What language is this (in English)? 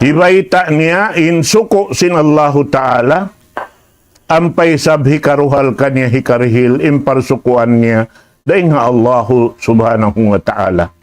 Tausug